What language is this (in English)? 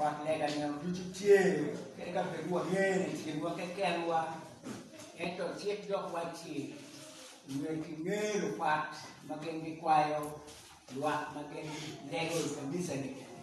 Acoli